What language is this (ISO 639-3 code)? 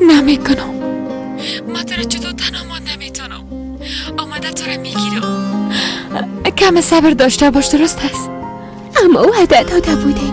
fas